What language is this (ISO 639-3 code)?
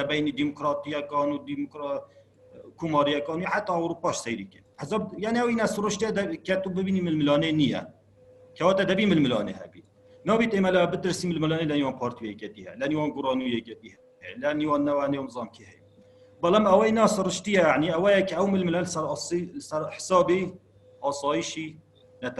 kur